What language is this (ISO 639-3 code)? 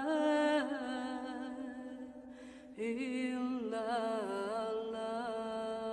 tur